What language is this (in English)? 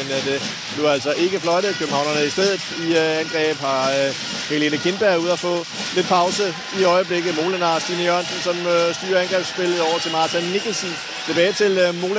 Danish